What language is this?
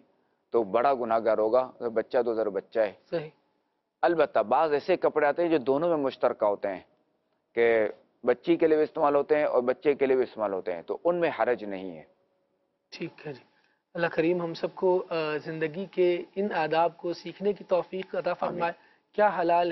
Urdu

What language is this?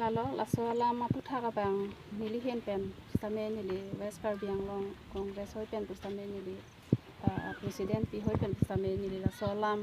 Karbi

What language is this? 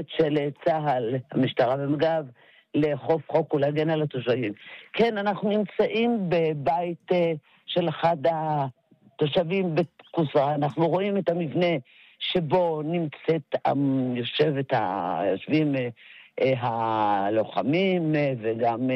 Hebrew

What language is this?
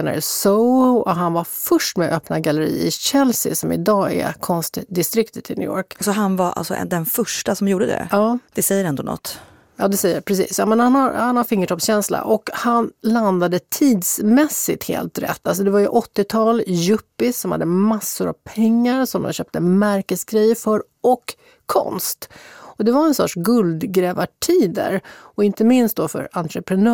Swedish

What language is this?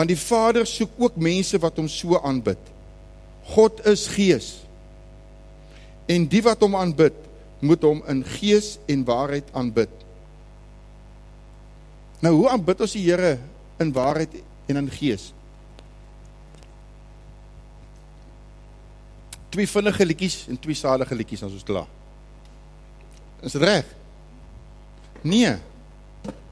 Afrikaans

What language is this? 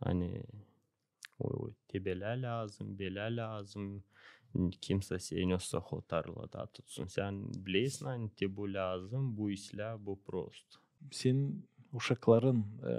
Gagauz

